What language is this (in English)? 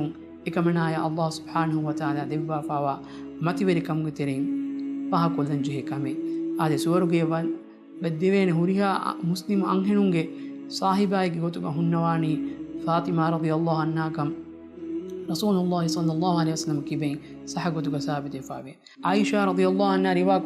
Divehi